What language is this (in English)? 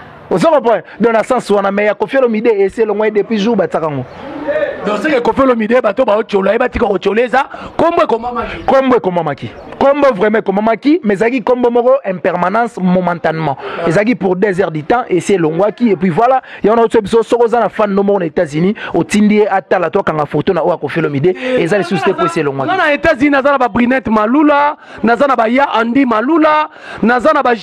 Lingala